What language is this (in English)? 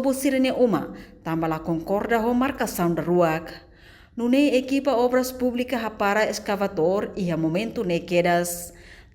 Tetum